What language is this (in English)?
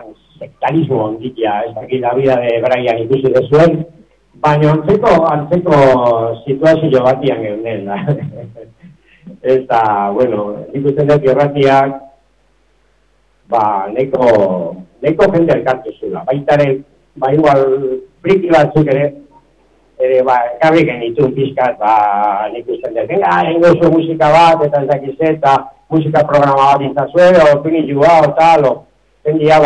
Basque